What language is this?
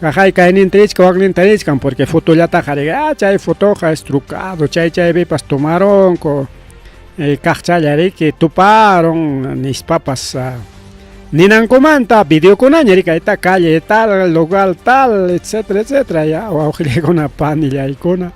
Ayacucho Quechua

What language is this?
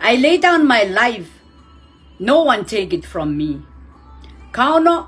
Pohnpeian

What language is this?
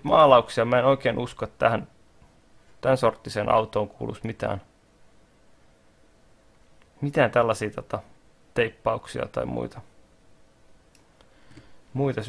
Finnish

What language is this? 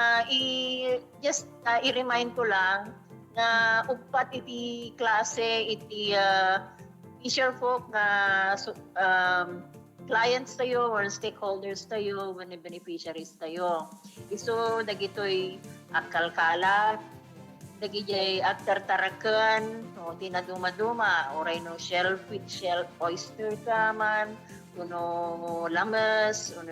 Iloko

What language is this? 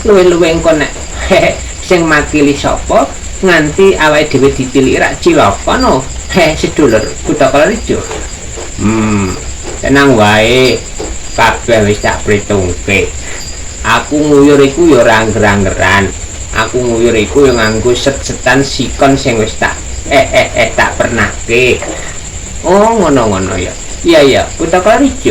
Javanese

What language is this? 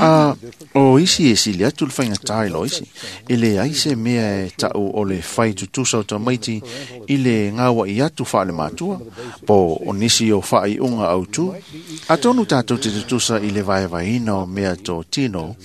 Samoan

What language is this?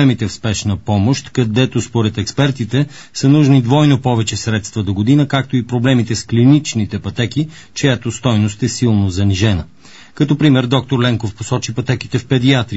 Bulgarian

